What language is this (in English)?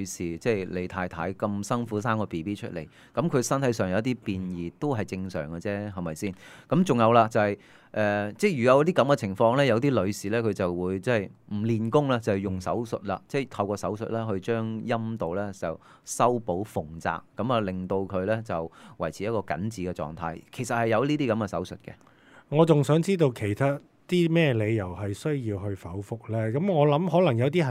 Cantonese